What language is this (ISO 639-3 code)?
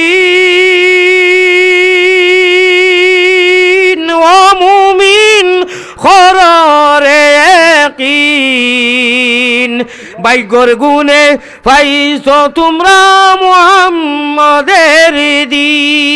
syl